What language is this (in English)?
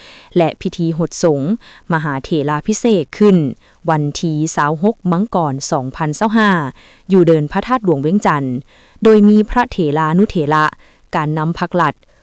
Lao